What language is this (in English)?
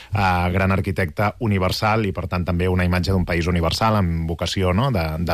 Catalan